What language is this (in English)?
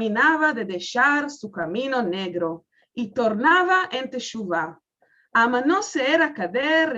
Ladino